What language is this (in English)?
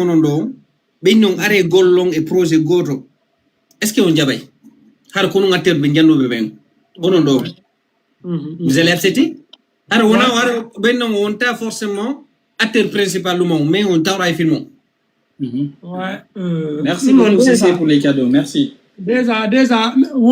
Fula